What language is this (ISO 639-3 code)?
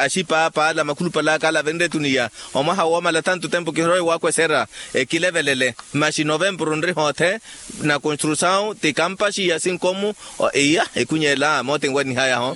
vmw